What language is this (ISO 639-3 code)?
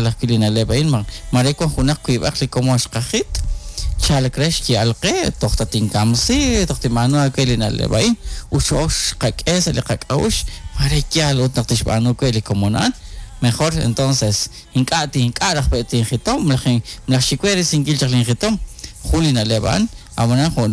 kek